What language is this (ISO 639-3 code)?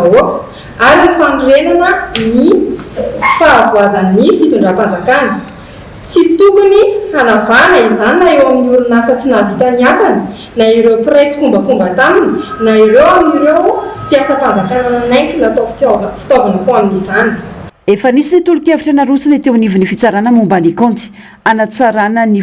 mlg